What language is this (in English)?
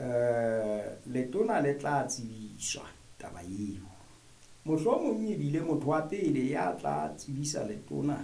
Southern Sotho